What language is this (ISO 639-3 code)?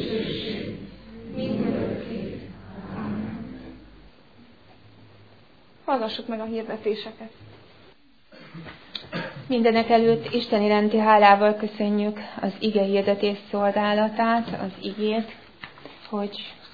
hun